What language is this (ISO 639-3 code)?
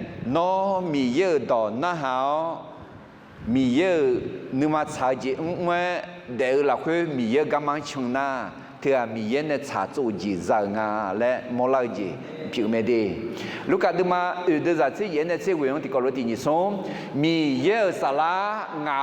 ahk